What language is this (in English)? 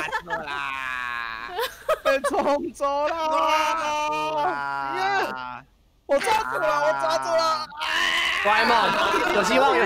Chinese